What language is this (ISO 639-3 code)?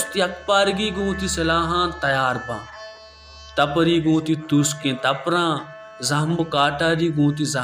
bal